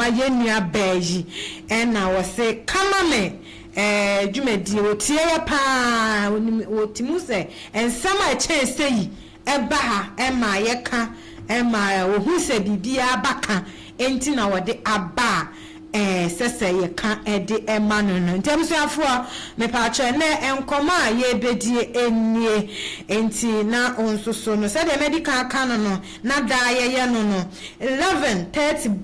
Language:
Akan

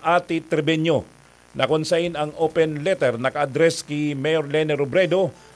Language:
Bikol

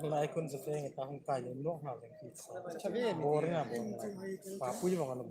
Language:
Hmar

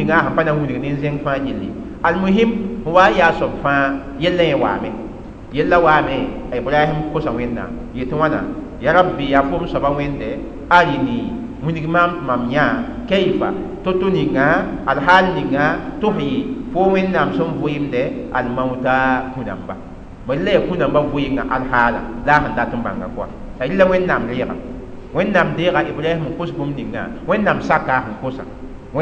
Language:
Mossi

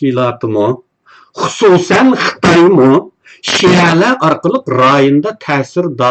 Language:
Uyghur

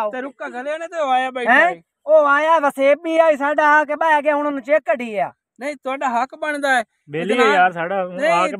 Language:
Punjabi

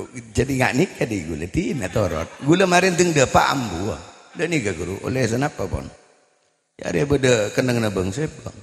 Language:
Madurese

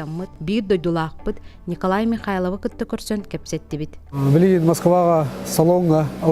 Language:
Yakut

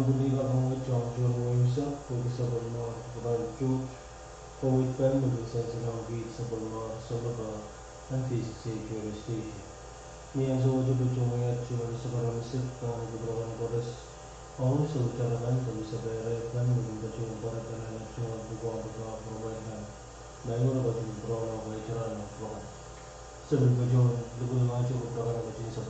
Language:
Pohnpeian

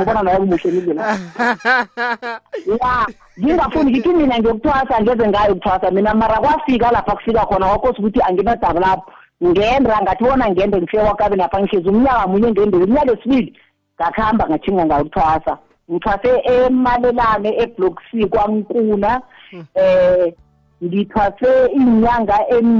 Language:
South Ndebele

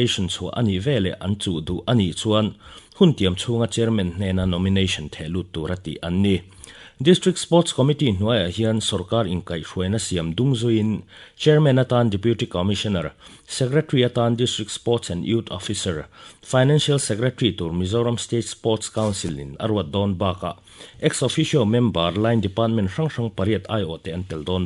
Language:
Mizo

